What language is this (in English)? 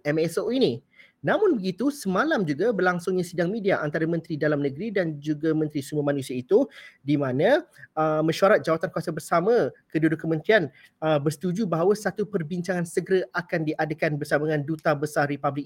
Malay